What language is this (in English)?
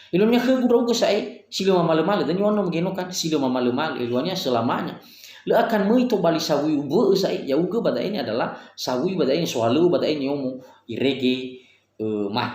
Nias